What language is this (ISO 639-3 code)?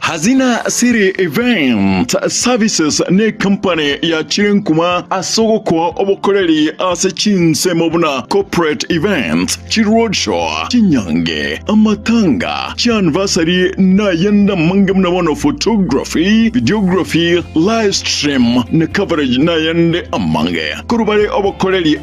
guz